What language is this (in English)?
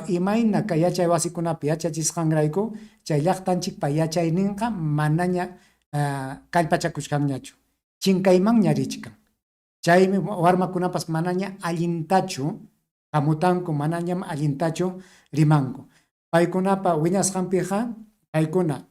Ayacucho Quechua